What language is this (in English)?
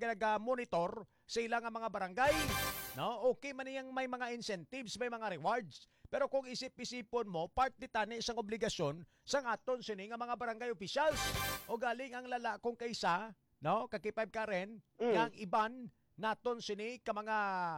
Hiligaynon